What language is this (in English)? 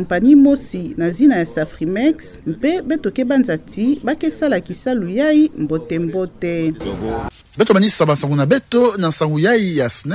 Kituba (Democratic Republic of Congo)